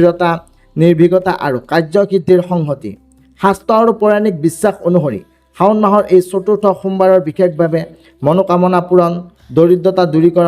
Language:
Assamese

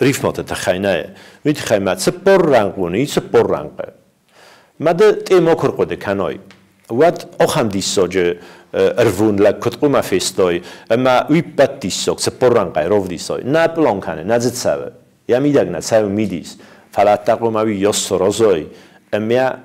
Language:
Ossetic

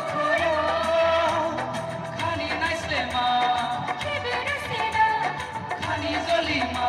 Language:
Kok Borok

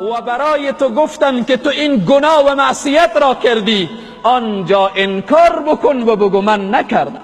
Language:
Persian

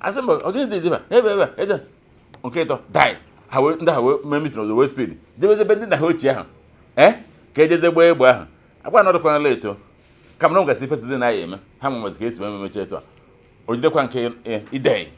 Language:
Igbo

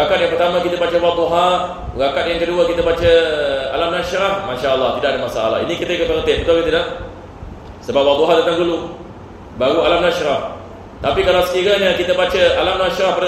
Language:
Malay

